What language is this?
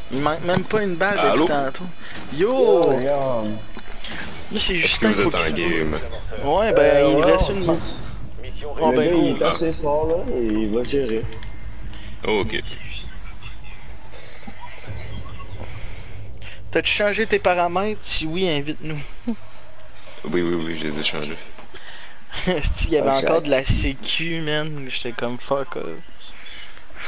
French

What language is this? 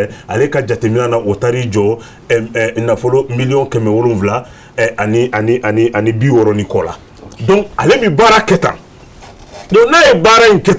Bambara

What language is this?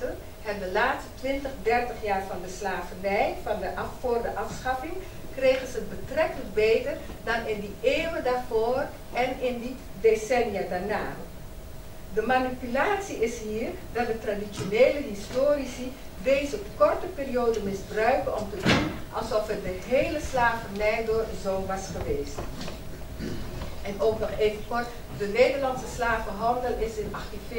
Dutch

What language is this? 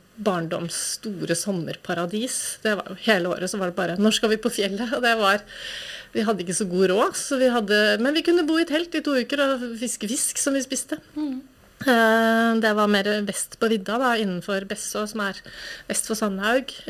Norwegian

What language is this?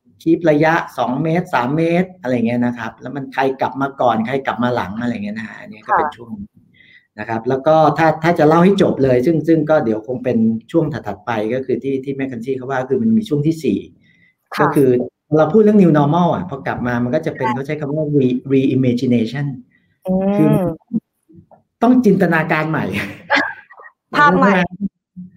Thai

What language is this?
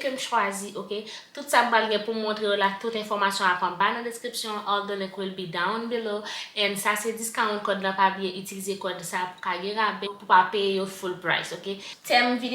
Haitian Creole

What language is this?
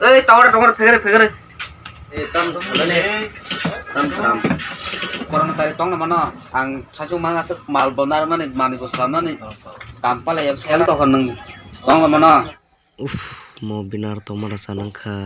Kok Borok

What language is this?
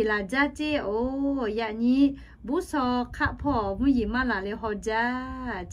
Lahu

